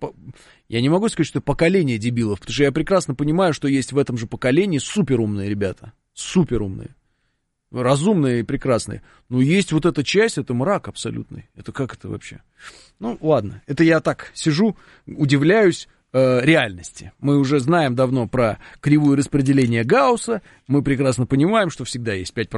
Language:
Russian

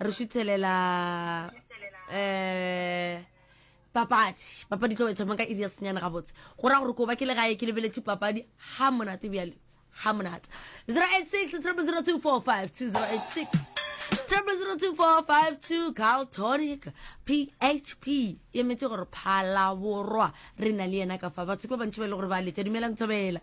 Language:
Northern Sotho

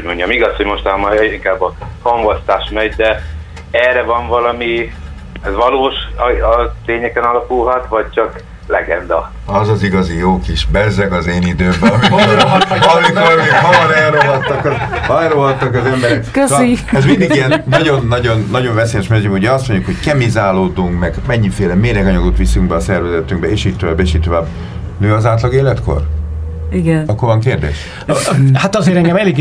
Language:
Hungarian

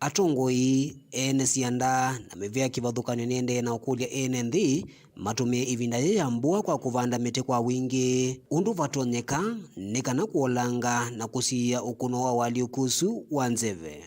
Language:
Kamba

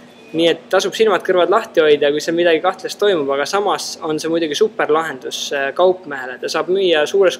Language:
Estonian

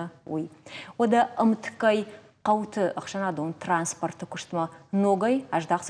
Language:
Ossetic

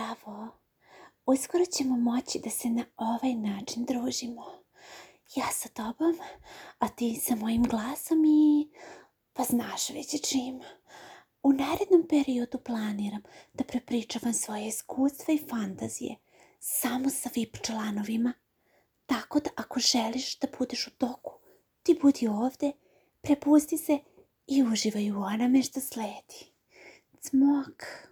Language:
Serbian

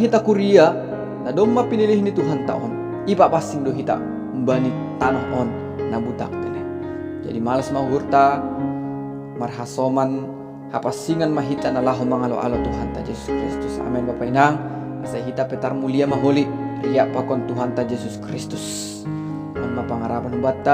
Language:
Batak Simalungun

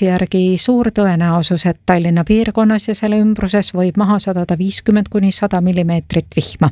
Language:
Estonian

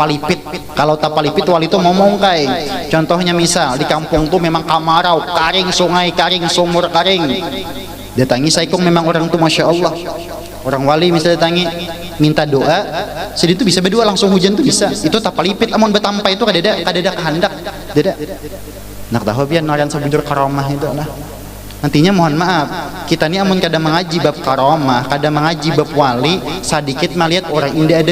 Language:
Banjar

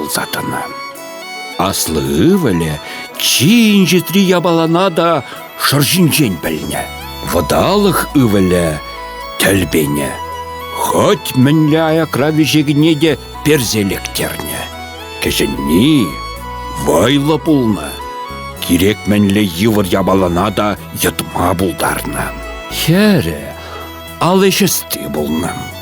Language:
Chuvash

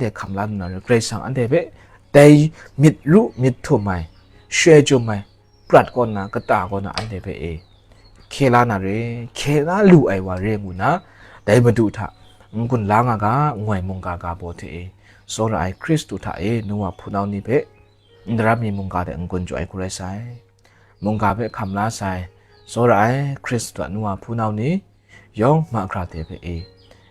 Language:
Kachin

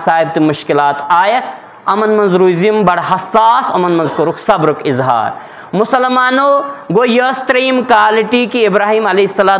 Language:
Kashmiri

